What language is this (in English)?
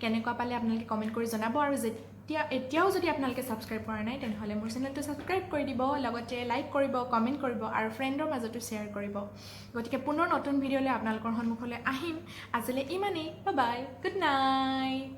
Assamese